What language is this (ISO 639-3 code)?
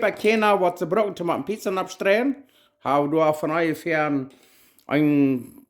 pdt